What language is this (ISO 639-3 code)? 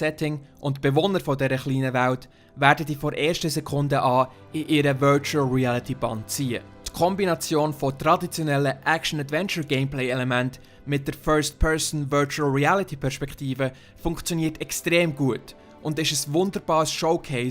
gsw